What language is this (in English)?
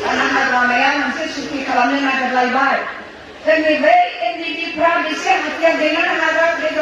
Bodo